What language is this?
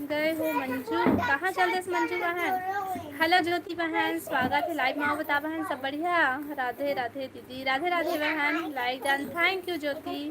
Chhattisgarhi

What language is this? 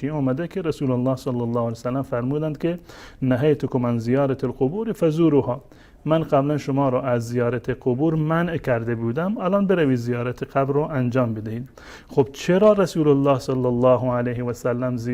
Persian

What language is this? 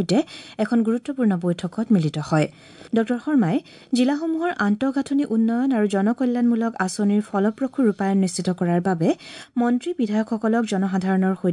Assamese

